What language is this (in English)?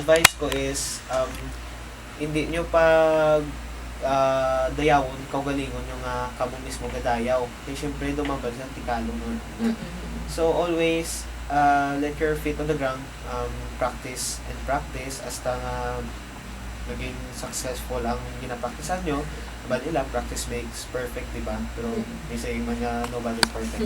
Hiligaynon